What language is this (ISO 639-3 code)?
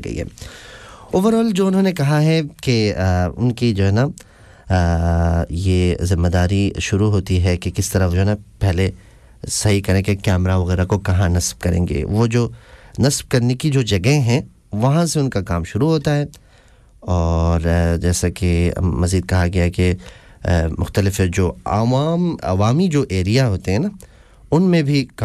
urd